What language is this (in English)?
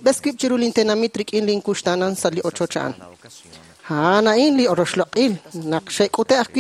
Kekchí